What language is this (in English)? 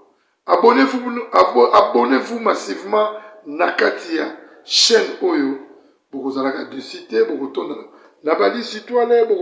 Lingala